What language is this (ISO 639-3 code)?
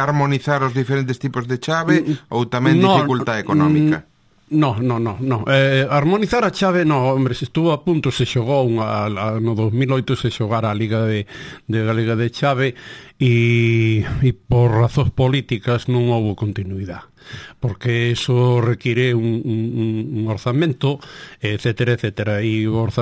glg